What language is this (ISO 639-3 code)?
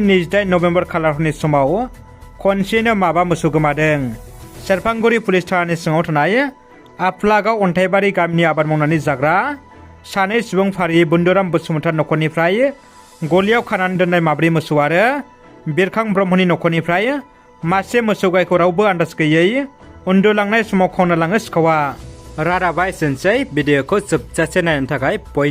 brx